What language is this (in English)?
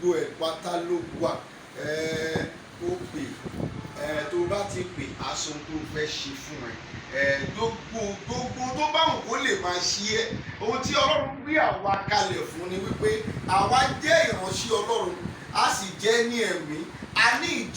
Yoruba